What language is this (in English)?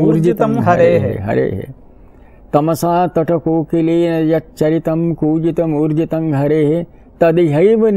Sanskrit